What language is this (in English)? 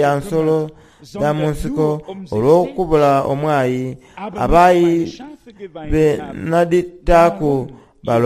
Soga